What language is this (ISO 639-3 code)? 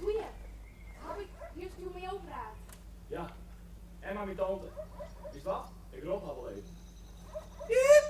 fry